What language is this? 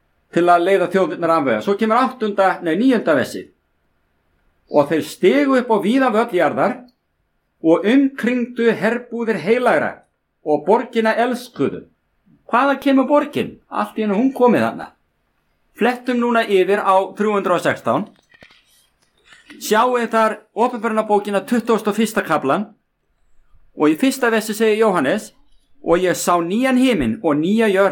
Icelandic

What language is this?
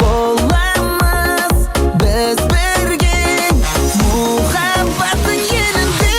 Kara-Kalpak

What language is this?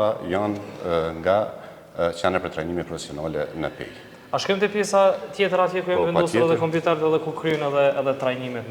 Albanian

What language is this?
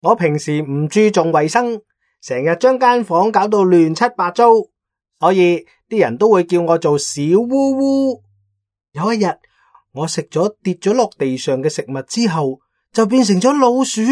Cantonese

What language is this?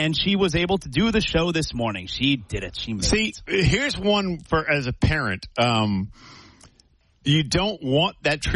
English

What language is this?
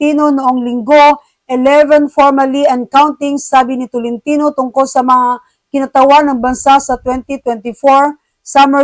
Filipino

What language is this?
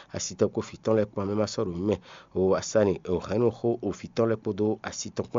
Fon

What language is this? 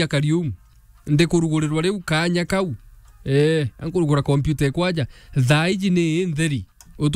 Meru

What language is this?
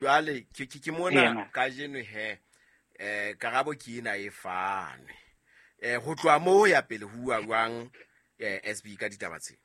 Southern Sotho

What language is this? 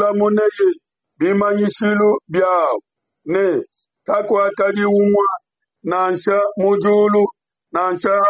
Luba-Lulua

